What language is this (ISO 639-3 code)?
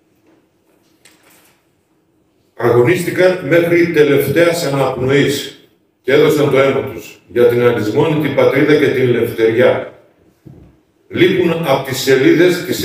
ell